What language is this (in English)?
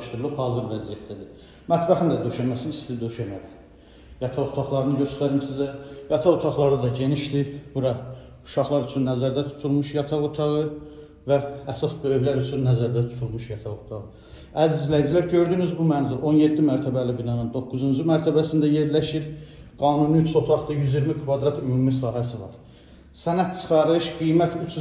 Azerbaijani